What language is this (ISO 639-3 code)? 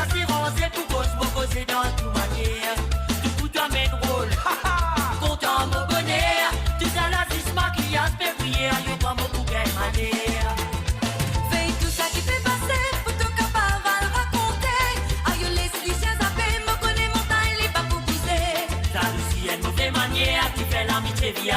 mfe